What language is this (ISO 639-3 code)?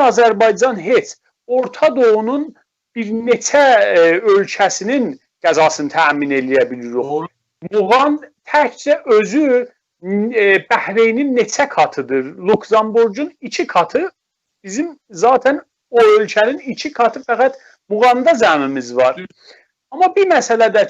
azb